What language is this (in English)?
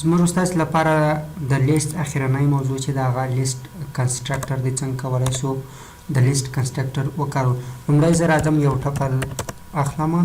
Pashto